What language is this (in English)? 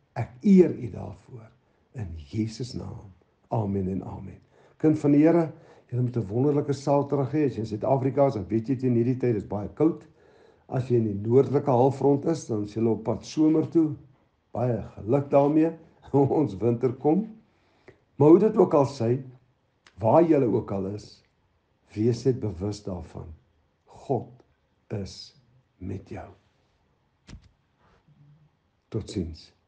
Afrikaans